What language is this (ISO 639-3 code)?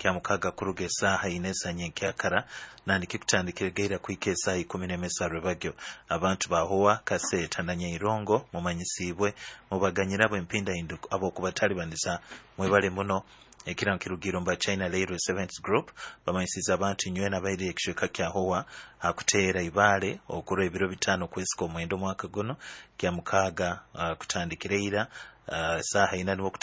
nyo